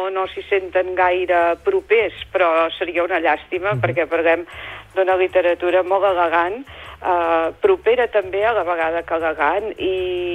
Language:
Catalan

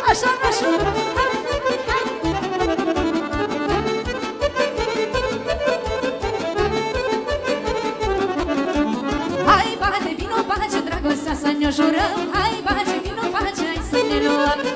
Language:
Romanian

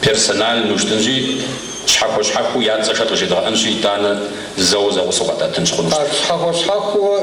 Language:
Kabardian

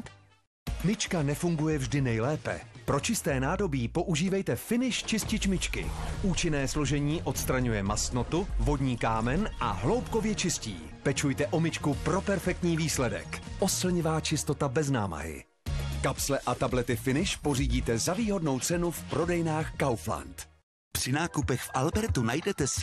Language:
Czech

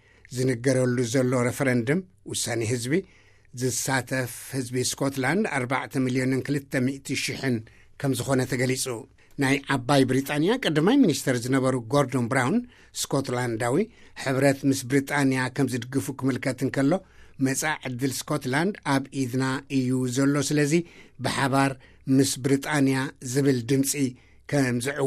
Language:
Tigrinya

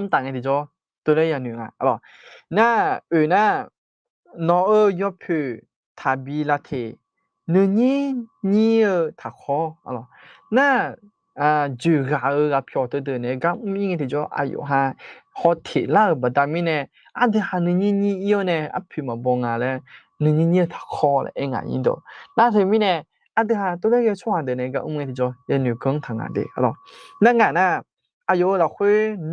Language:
Akha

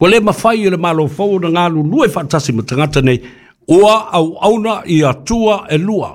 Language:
Samoan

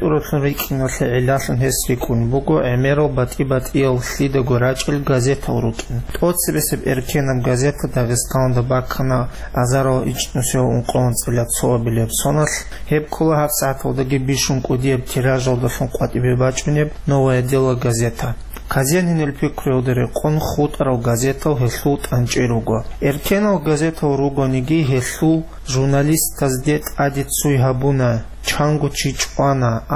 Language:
Avaric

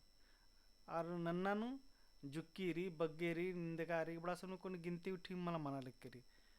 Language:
Kurukh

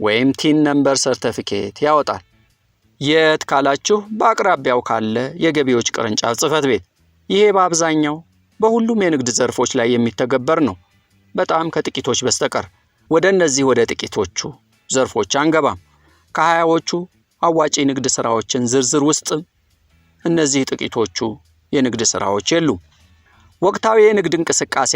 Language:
Amharic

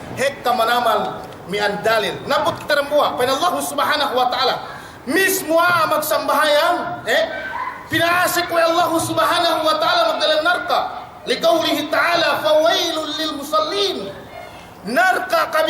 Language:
Yakan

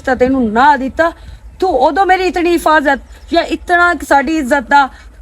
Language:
Western Panjabi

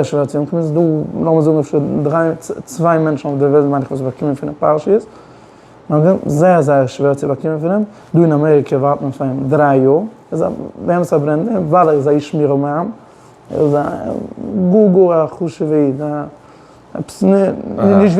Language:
Yiddish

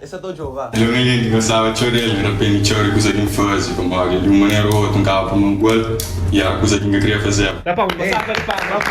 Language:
Kabuverdianu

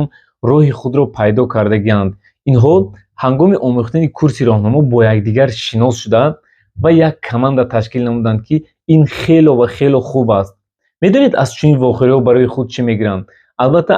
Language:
Tajik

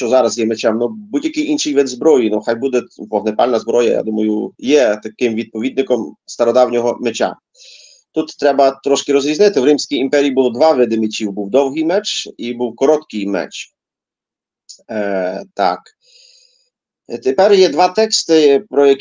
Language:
Ukrainian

